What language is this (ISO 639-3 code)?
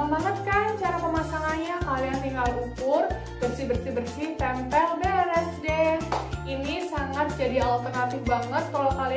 ind